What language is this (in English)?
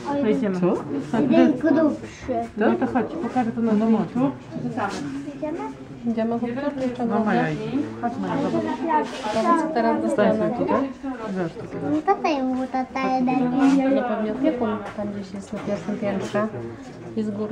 Polish